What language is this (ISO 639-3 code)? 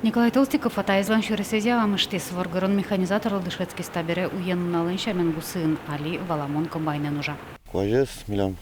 udm